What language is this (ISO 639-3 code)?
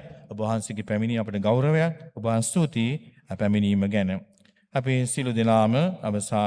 sin